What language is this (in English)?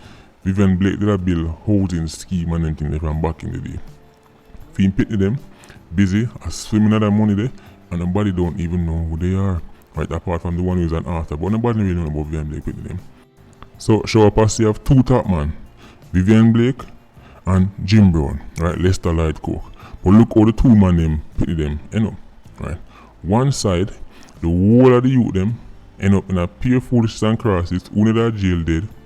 Jamaican Creole English